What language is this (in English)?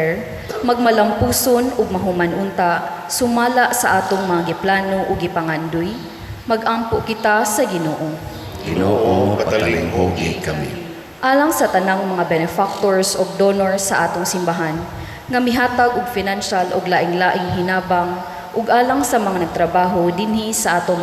Cebuano